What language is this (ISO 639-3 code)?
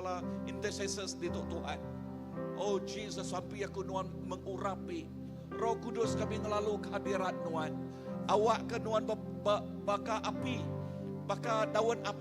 iba